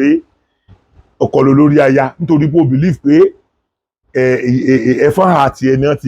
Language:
Yoruba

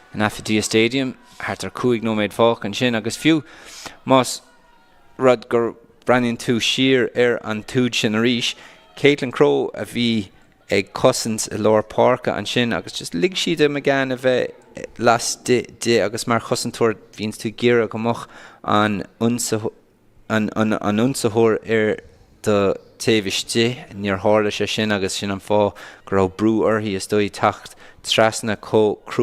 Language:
Irish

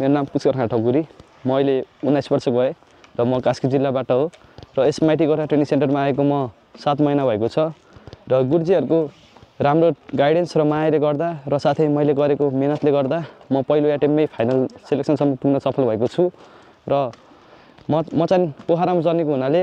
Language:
Nepali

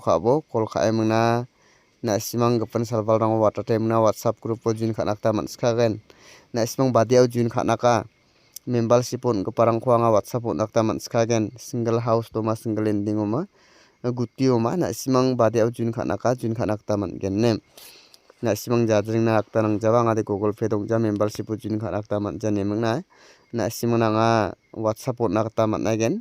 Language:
Garo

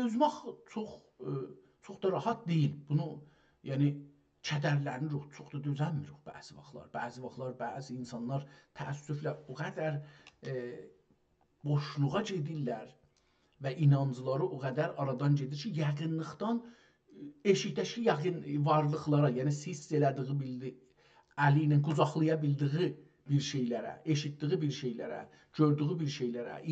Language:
South Azerbaijani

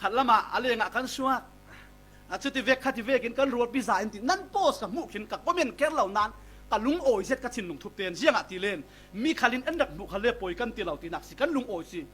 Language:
Falam Chin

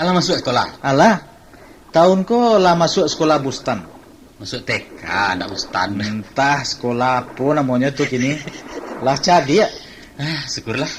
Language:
Minangkabau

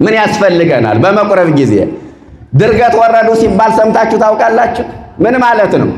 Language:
Amharic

